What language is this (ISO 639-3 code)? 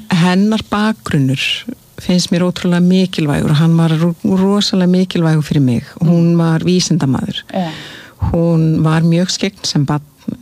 isl